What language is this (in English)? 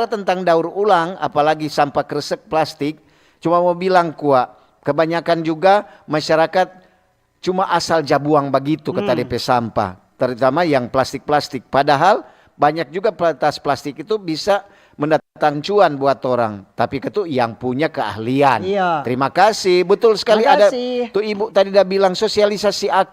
Manado Malay